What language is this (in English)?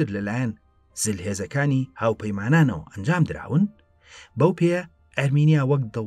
Central Kurdish